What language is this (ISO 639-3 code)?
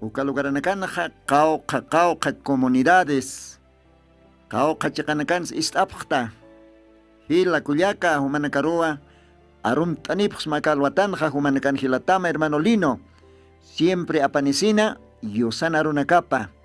aym